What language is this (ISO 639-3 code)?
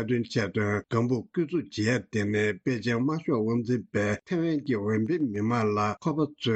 bod